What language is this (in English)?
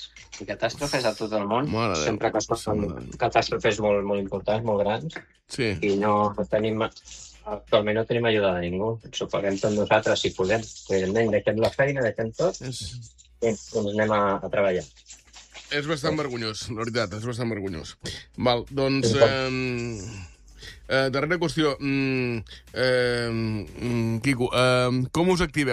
Catalan